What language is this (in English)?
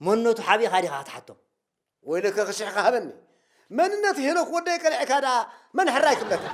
Tigrinya